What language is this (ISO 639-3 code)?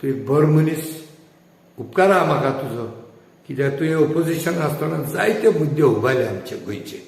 kok